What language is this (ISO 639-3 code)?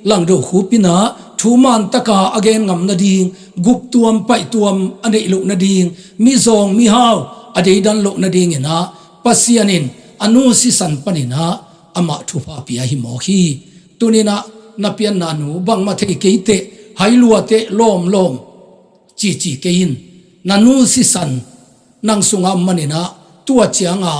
ctd